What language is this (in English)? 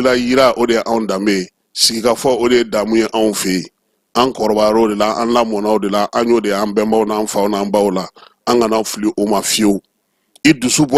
Bambara